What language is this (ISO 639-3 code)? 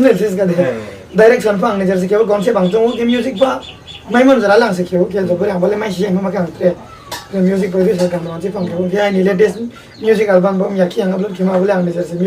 ria